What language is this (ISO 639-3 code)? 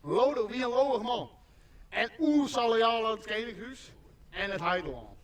fry